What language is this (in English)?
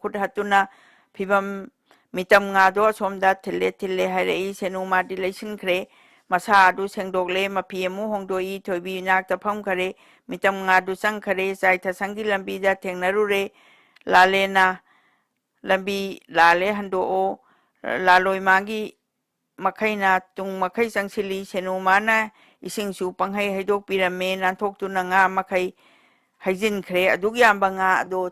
Manipuri